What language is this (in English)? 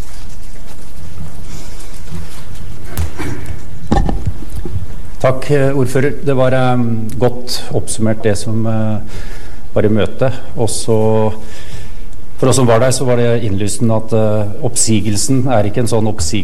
Norwegian